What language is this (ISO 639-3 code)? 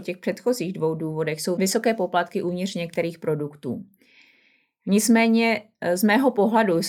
ces